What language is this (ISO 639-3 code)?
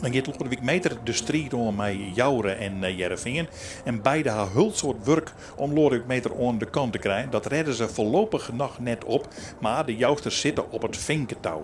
fry